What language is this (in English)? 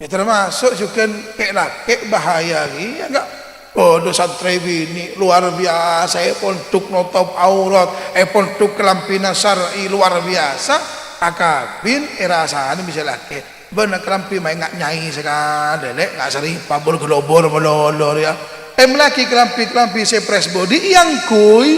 Madurese